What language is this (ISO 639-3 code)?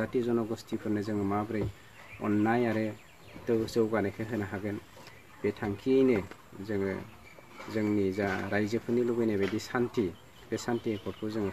brx